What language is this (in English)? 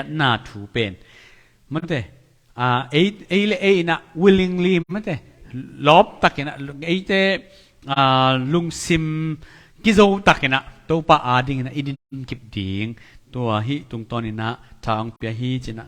Tedim Chin